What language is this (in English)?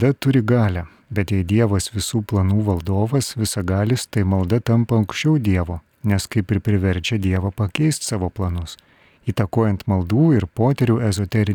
Lithuanian